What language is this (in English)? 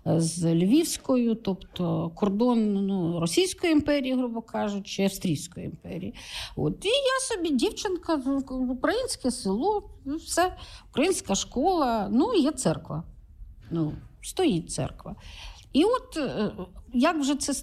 Ukrainian